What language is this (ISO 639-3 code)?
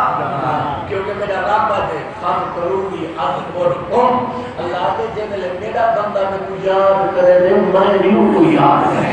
skr